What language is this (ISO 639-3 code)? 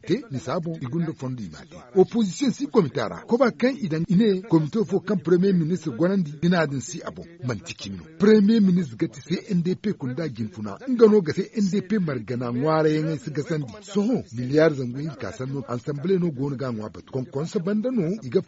dje